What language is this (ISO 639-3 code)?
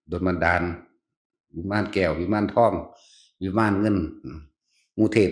tts